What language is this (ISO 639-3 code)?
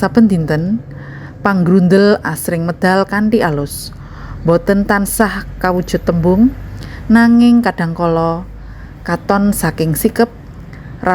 jav